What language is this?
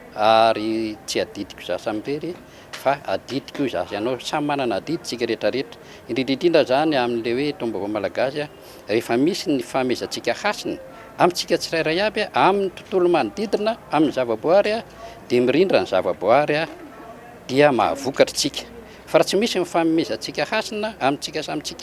Malagasy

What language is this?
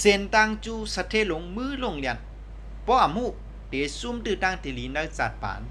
Shan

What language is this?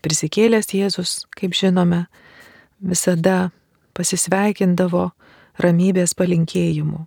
Lithuanian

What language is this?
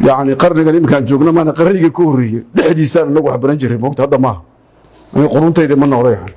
Somali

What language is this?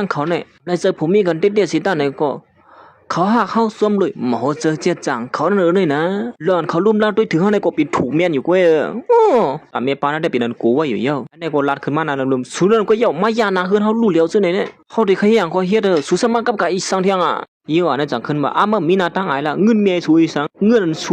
Shan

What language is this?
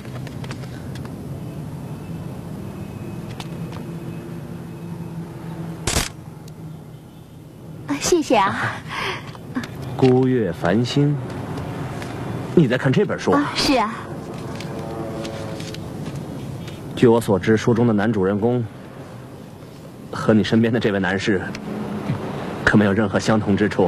Chinese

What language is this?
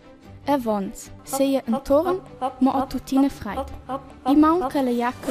Romansh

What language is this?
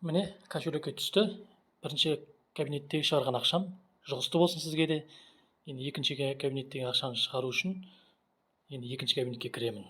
Kazakh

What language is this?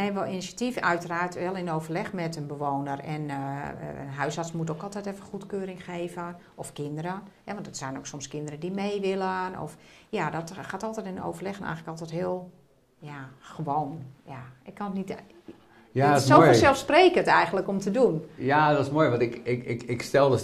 Dutch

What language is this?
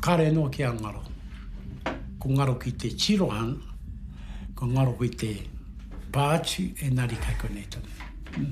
Māori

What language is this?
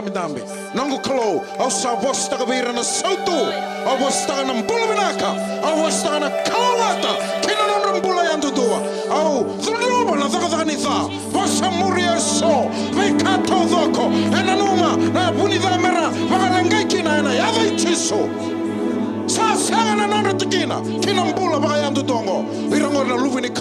Fijian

